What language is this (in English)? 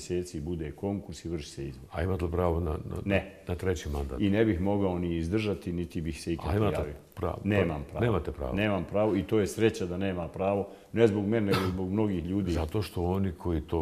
Bosnian